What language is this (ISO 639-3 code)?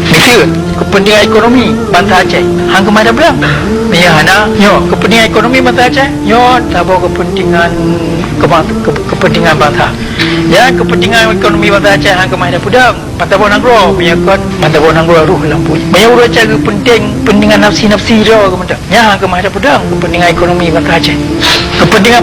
ace